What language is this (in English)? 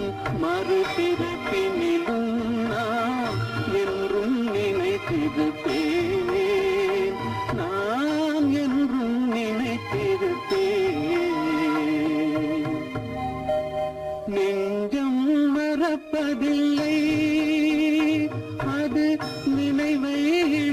Tamil